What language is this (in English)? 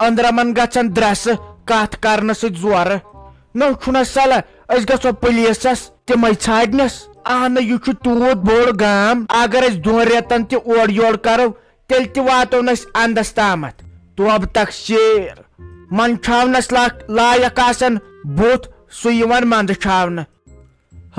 Kashmiri